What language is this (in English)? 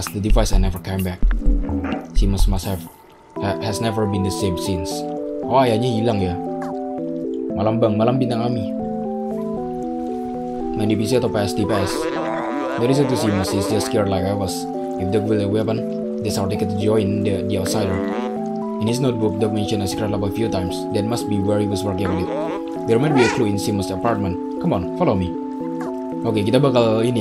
Indonesian